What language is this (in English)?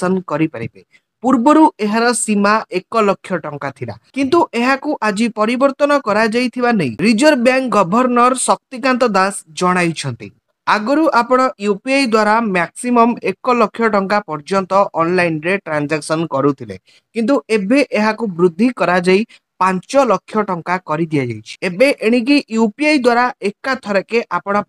Odia